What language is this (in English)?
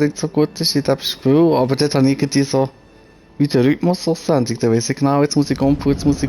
Swiss German